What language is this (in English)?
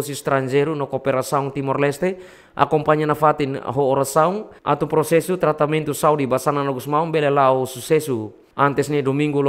Tetum